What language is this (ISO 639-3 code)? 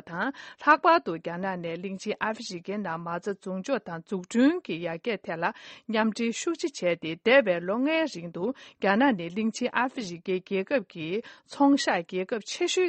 bod